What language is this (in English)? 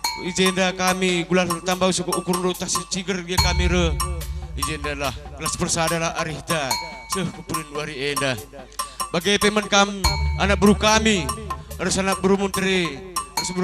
Batak Karo